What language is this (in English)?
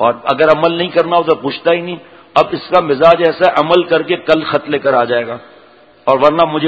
Urdu